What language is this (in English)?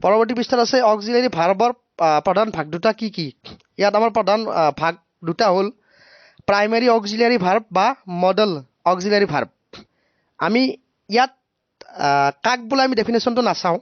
Assamese